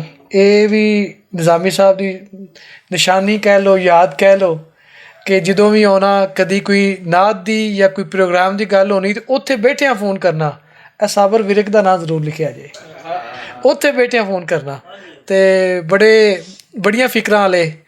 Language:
Western Panjabi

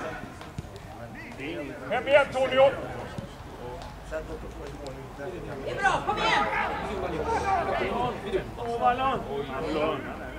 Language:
Swedish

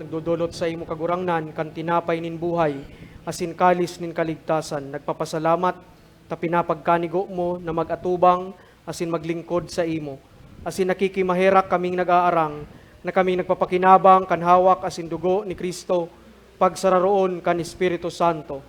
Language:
Bikol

